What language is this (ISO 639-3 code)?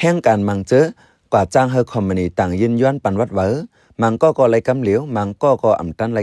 shn